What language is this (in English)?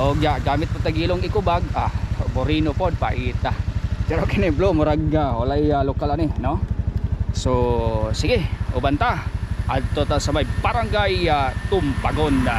Cebuano